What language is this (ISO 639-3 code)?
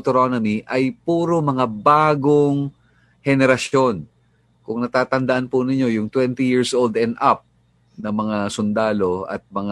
fil